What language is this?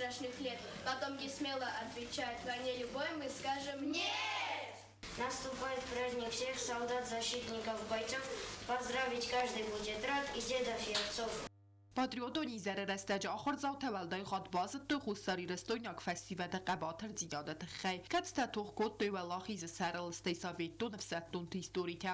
Ossetic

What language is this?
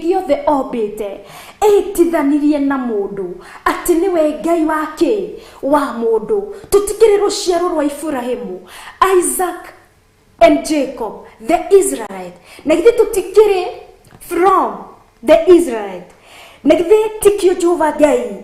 Kikuyu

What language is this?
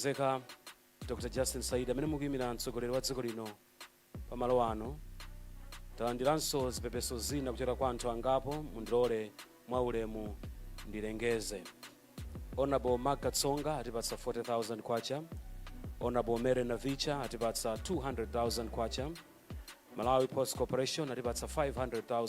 Nyanja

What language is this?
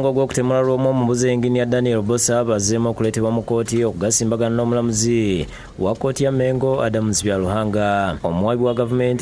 Ganda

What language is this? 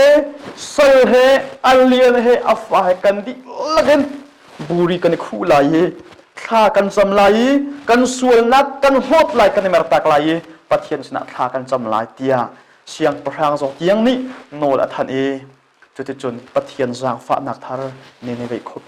Hakha Chin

